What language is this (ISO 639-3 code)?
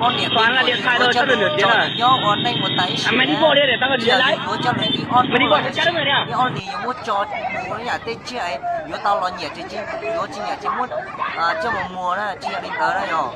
hmn